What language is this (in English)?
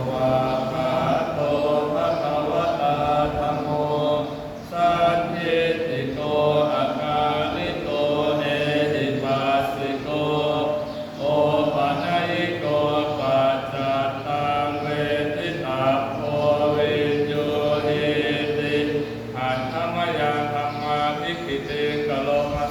Pali